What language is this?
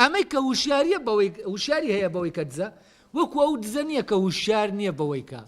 Central Kurdish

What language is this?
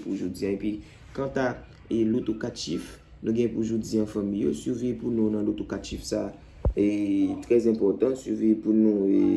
Haitian Creole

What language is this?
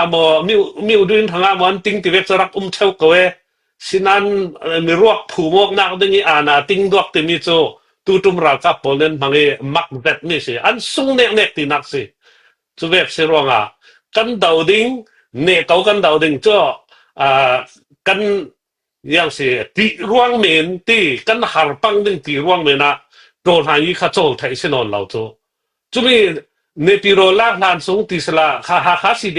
Falam Chin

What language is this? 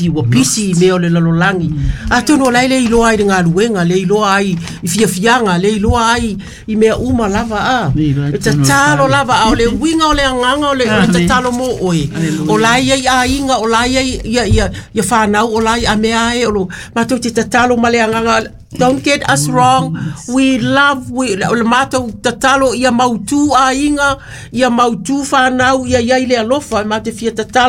Samoan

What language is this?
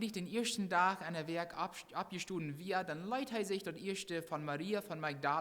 Plautdietsch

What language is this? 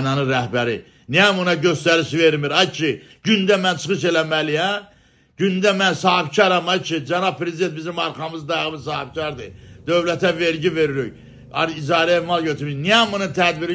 Azerbaijani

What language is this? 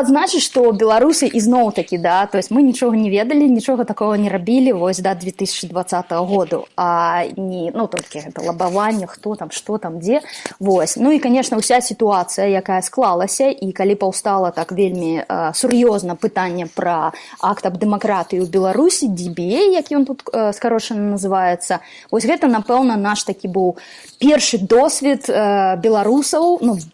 Belarusian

